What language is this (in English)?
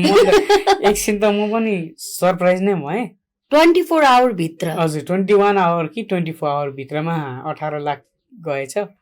Nepali